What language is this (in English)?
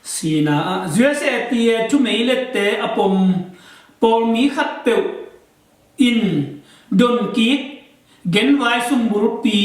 Tedim Chin